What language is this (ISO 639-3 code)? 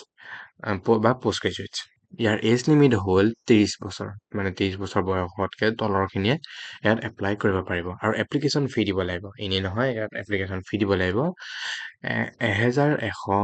asm